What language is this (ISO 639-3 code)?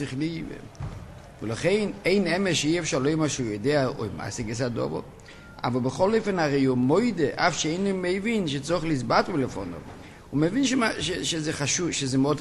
heb